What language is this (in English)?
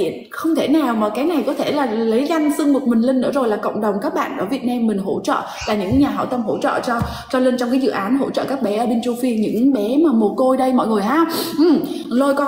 Vietnamese